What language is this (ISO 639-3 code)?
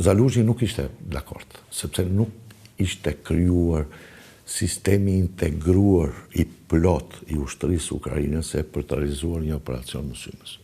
sqi